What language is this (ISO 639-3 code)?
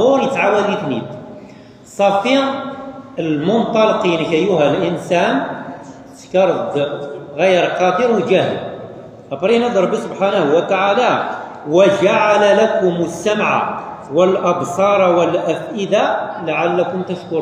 kab